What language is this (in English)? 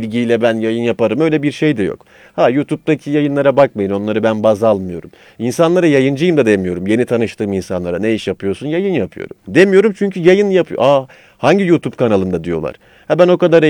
Turkish